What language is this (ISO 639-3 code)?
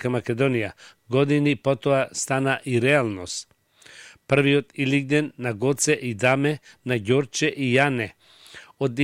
mkd